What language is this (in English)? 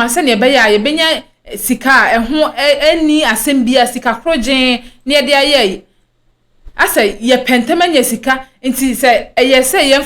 Akan